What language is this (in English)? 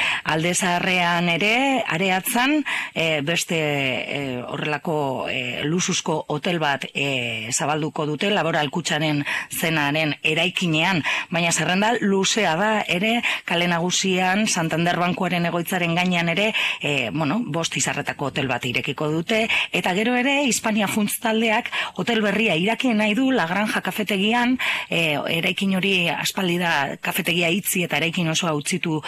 Basque